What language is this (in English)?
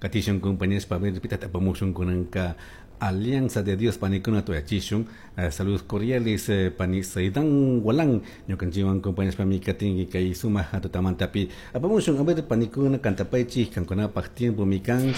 Chimborazo Highland Quichua